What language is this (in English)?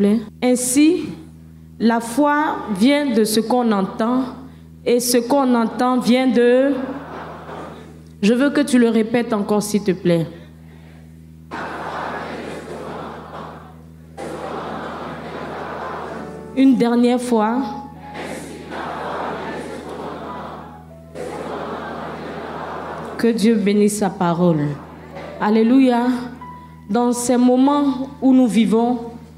French